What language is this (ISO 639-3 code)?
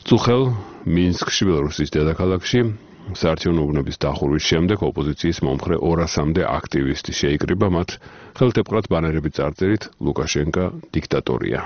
kat